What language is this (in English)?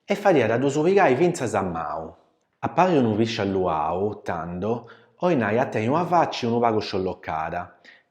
Sardinian